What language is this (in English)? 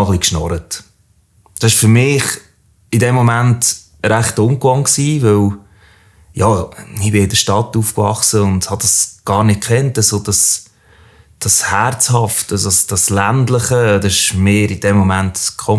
Swiss German